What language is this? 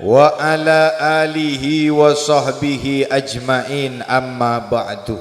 Madurese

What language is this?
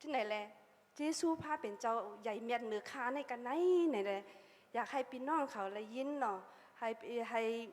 Shan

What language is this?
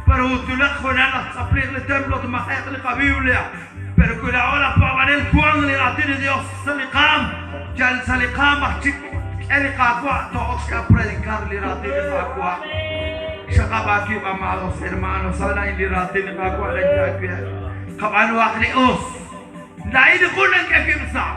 Kekchí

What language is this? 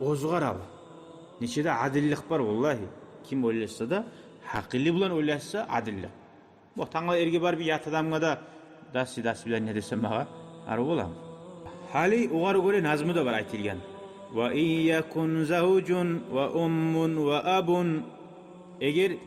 Kumyk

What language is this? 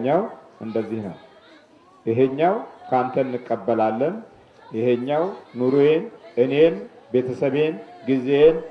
Amharic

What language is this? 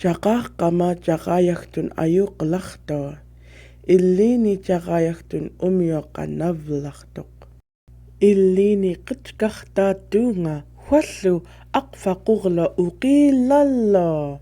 Central Yupik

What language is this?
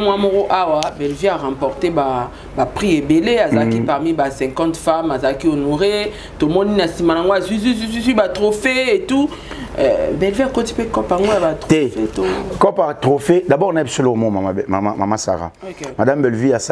Lingala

